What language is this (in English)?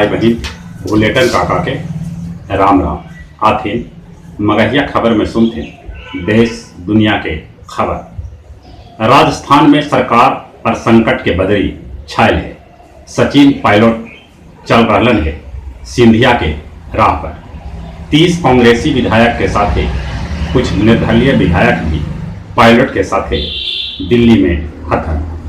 Magahi